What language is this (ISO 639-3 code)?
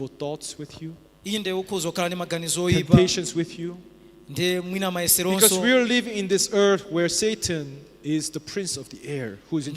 nya